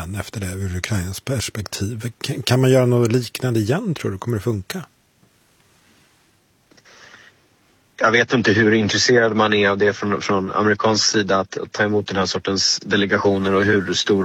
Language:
Swedish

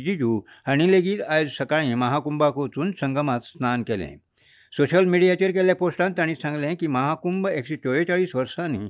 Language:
Konkani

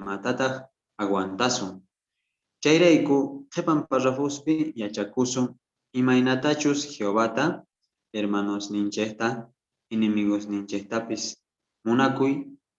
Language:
South Bolivian Quechua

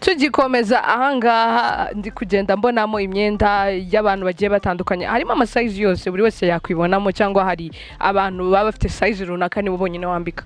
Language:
Kinyarwanda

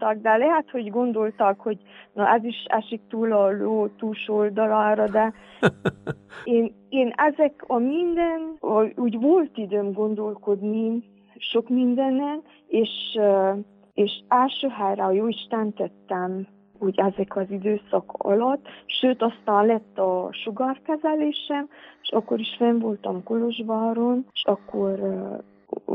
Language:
Hungarian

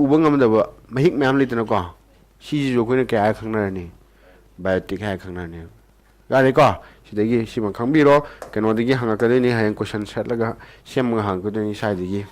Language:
Manipuri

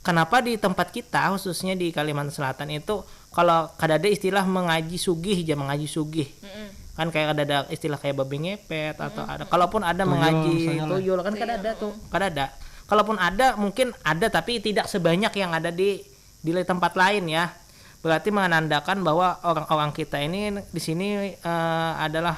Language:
Banjar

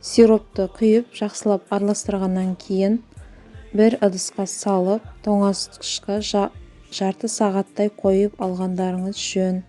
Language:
Kazakh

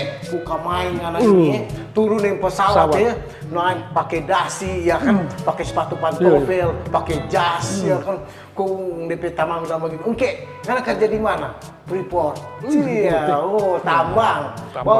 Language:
Manado Malay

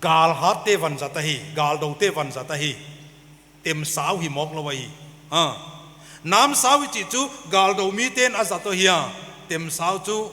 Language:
Paite Chin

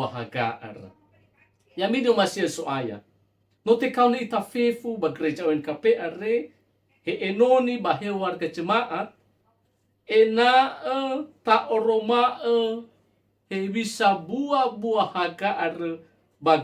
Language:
Nias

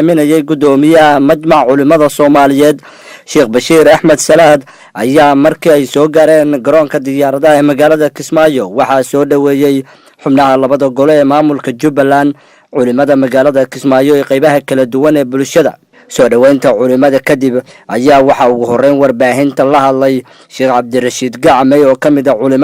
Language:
Somali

